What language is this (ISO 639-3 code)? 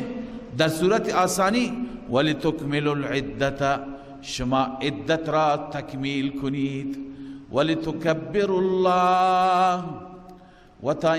fas